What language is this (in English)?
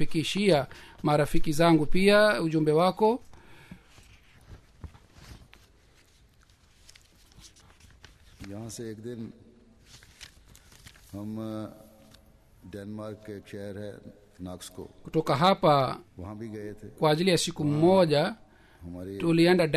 Swahili